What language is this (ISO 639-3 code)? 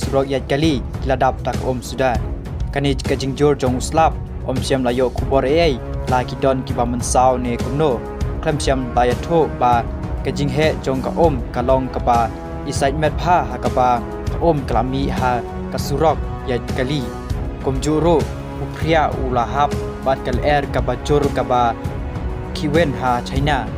kha